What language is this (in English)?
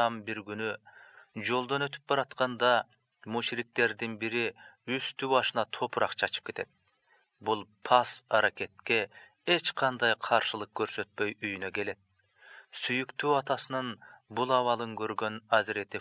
Kyrgyz